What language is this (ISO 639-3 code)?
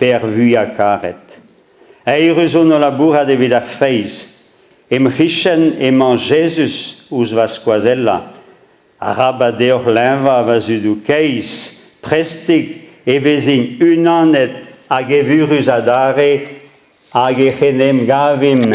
bre